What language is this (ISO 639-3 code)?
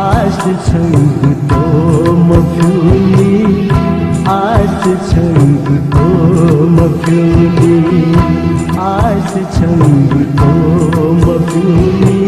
new